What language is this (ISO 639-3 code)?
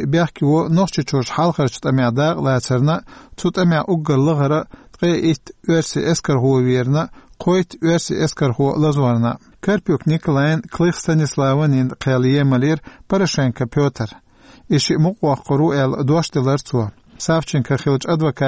che